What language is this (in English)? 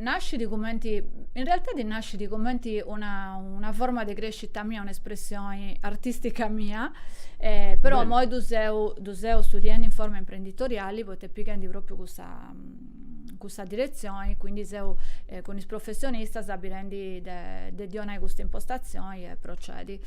Sardinian